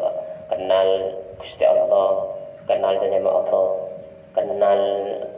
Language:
Madurese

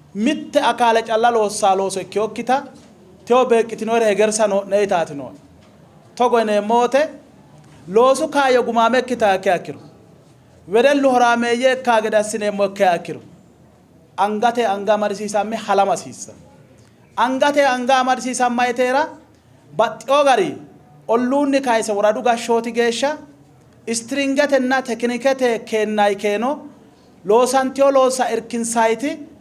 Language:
Sidamo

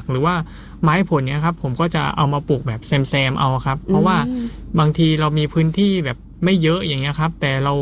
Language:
Thai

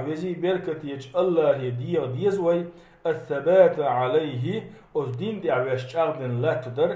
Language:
Chechen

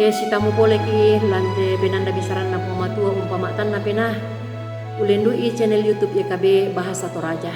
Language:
Toraja-Sa'dan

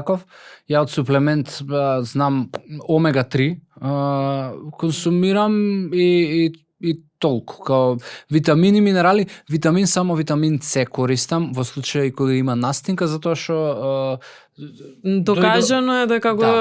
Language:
Macedonian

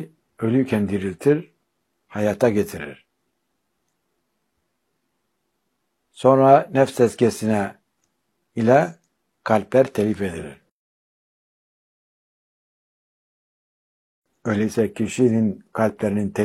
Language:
Turkish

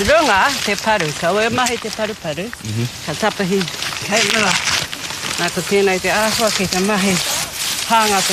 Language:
Māori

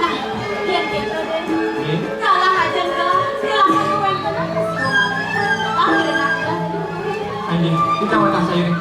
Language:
Balinese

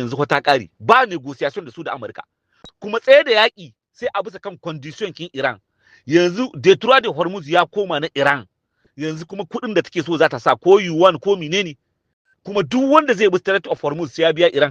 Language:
Hausa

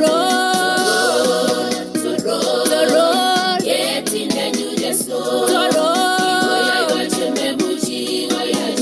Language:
Kalenjin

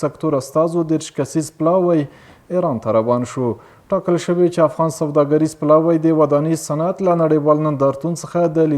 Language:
Pashto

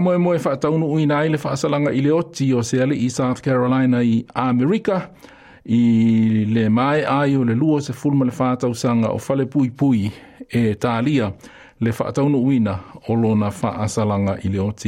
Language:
Samoan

